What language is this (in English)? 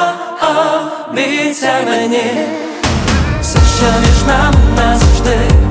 Ukrainian